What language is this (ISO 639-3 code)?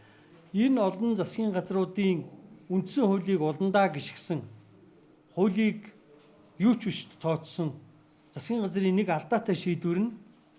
mon